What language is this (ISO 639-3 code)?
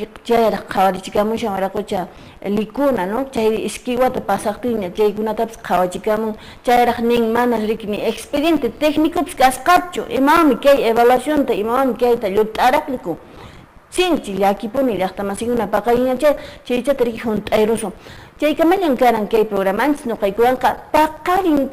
que